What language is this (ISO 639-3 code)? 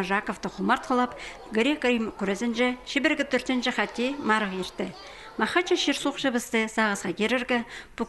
kjh